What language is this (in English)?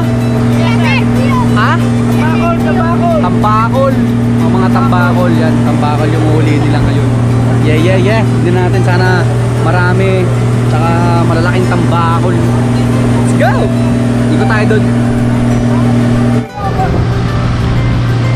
Filipino